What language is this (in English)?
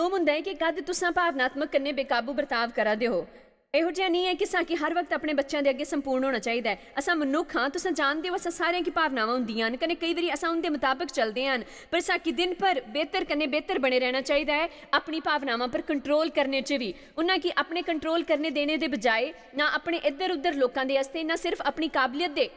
Dogri